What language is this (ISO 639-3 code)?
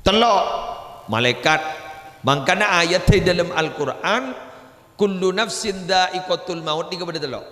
mad